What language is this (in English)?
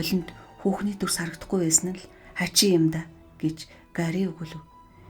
Mongolian